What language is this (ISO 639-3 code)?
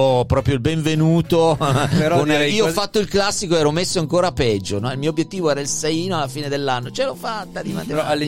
ita